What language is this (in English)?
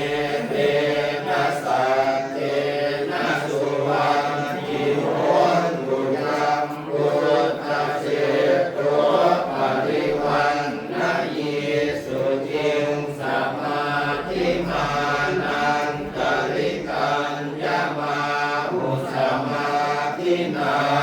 Pali